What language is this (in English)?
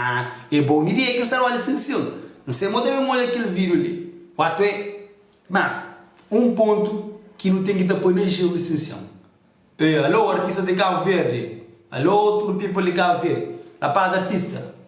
Kabuverdianu